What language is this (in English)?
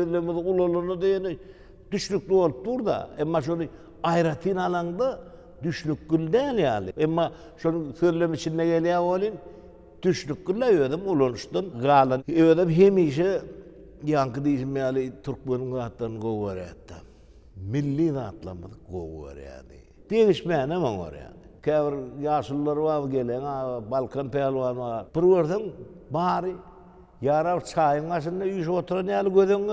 Turkmen